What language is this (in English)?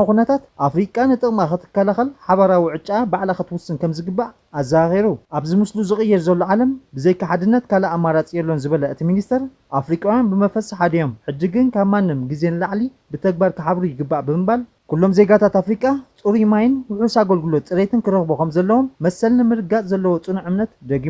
Tigrinya